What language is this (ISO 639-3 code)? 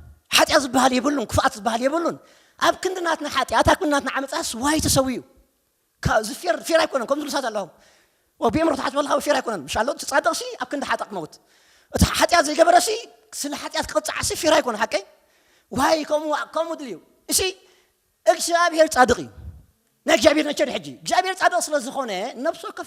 tir